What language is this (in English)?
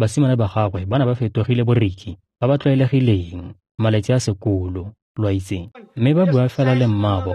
Tswana